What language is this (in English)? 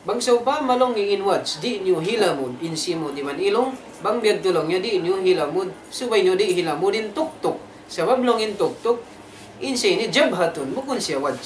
Tausug